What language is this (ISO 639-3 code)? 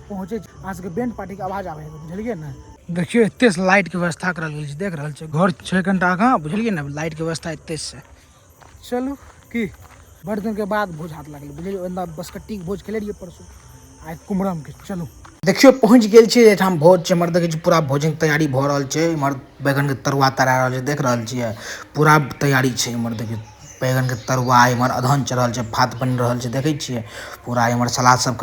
mai